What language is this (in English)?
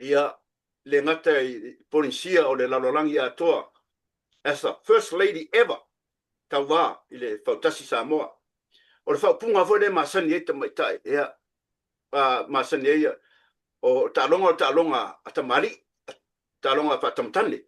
Samoan